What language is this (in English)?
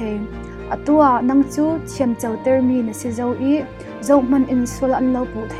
Falam Chin